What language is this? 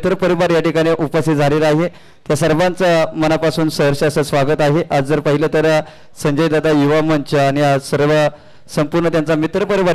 Marathi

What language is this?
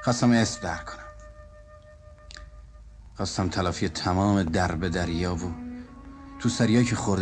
Persian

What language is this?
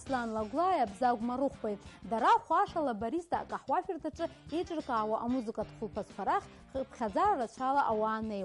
Abkhazian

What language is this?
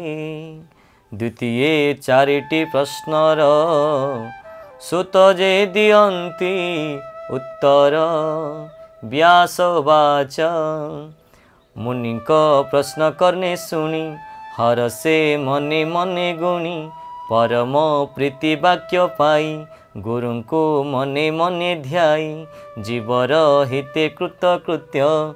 Odia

